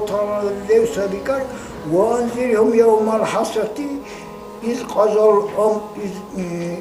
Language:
Dargwa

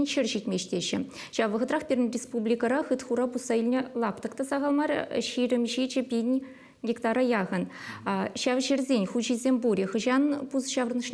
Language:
Chuvash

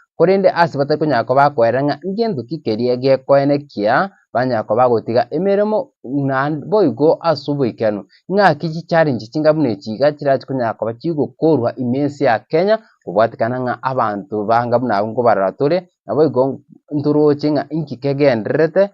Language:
Gusii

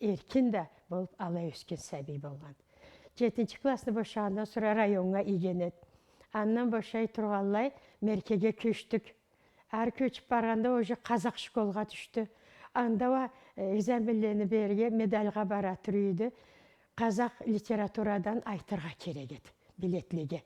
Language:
Karachay-Balkar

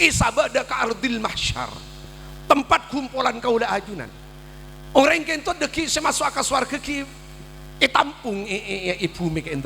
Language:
Madurese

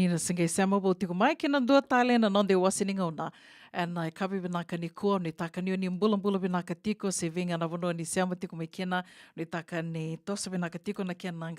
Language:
Fijian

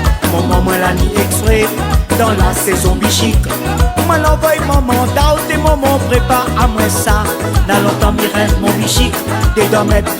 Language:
Réunion Creole French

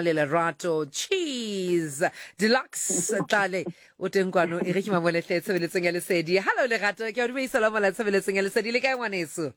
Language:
Southern Sotho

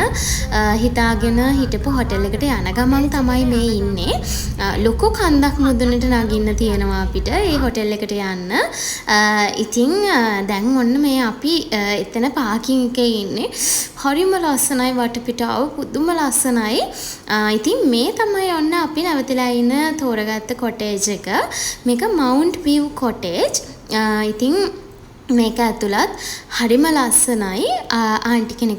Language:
Sinhala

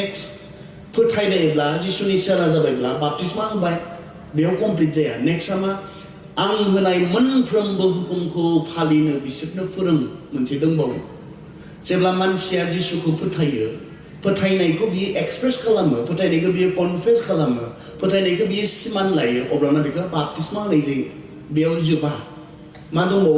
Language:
Bodo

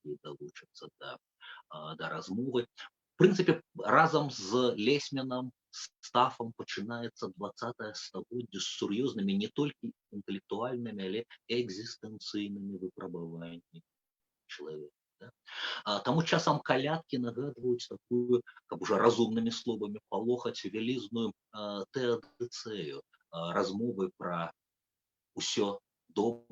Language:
Belarusian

